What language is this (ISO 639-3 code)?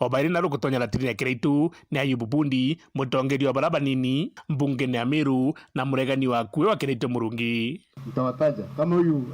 mer